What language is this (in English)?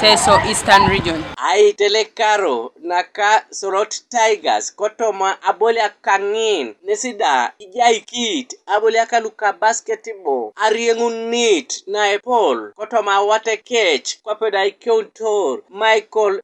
Teso